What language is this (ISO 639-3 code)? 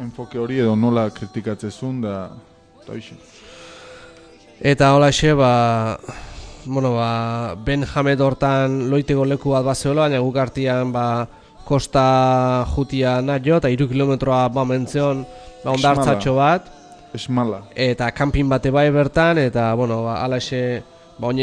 eus